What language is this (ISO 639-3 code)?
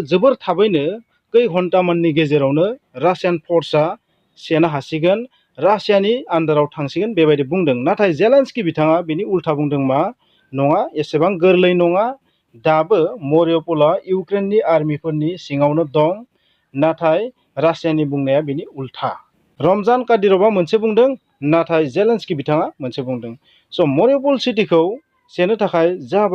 brx